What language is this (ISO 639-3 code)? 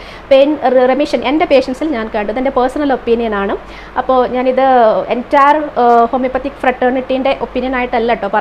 mal